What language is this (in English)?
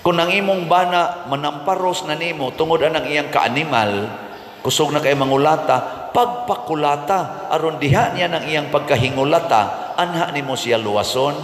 Cebuano